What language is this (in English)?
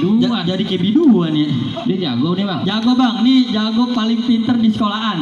Betawi